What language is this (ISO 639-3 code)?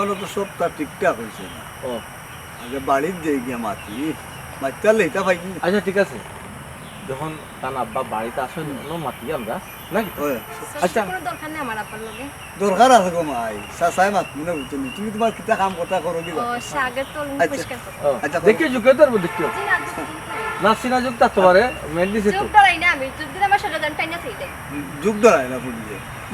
syl